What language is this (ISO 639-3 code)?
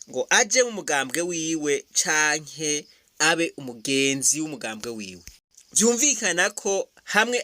run